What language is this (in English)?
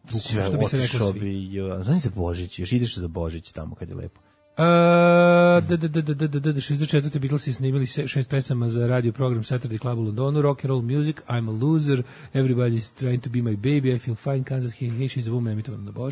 Serbian